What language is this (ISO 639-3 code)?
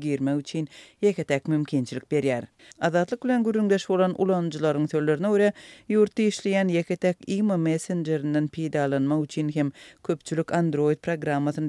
tuk